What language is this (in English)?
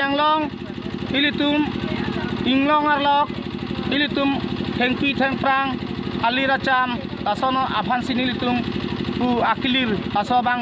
Karbi